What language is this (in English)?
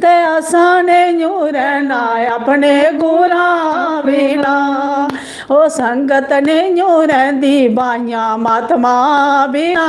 Dogri